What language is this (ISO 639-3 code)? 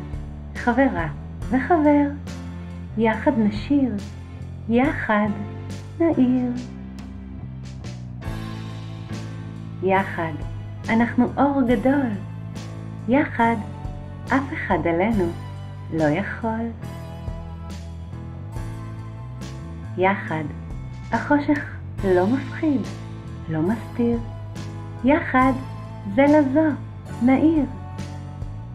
heb